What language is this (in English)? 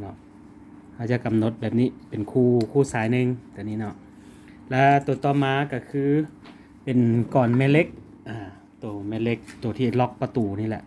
Lao